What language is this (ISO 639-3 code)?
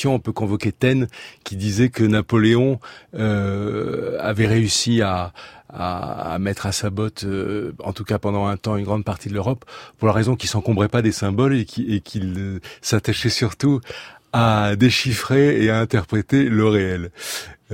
fra